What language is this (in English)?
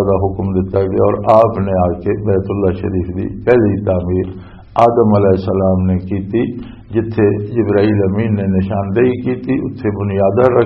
Western Panjabi